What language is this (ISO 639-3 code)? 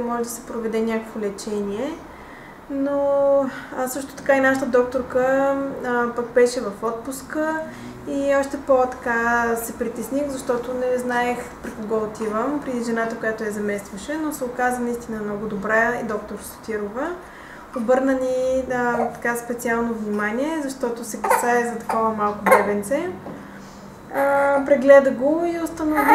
bul